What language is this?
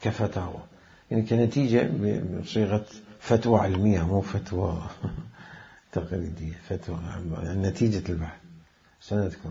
Mesopotamian Arabic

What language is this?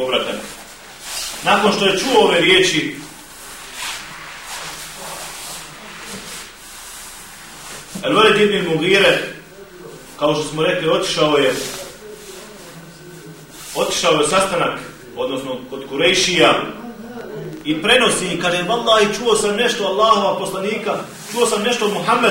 Bosnian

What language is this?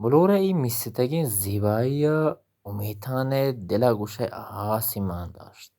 Baluchi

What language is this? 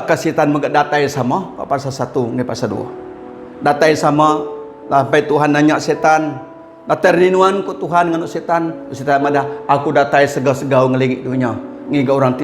Iban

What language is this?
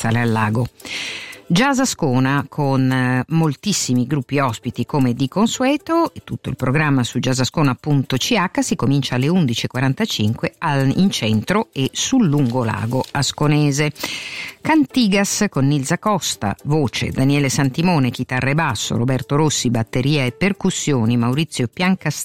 Italian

